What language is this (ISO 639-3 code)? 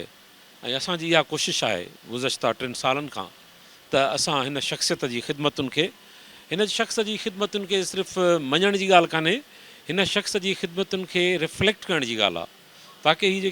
snd